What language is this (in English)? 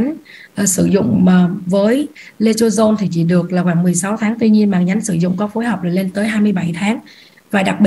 Vietnamese